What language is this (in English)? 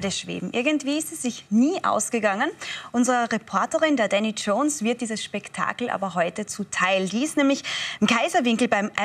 German